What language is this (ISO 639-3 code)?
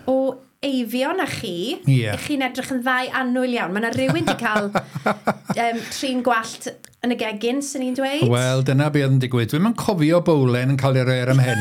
cym